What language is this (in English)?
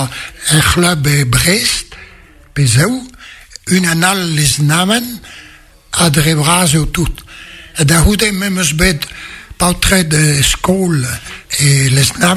Breton